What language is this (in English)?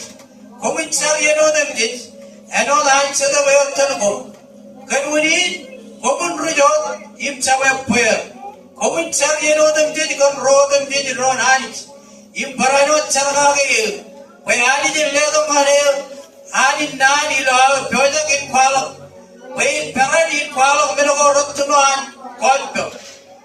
Marshallese